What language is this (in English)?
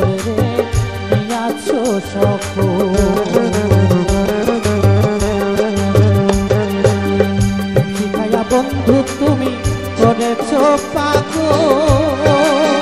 Bangla